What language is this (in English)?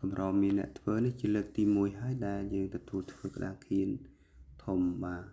Khmer